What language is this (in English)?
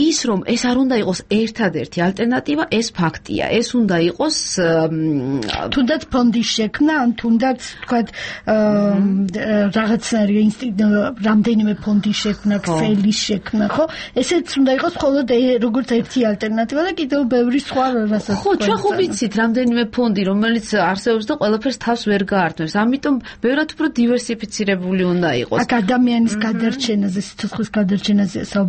Georgian